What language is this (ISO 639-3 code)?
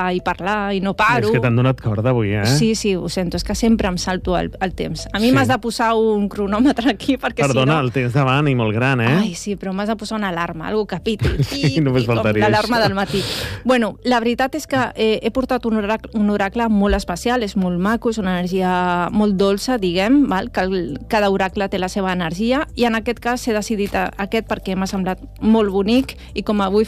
cat